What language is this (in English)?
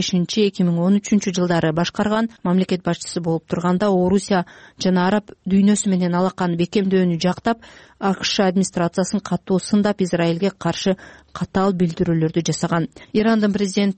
Kyrgyz